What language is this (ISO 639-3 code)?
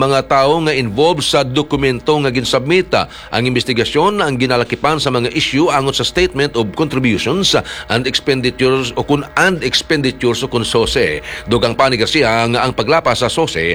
hil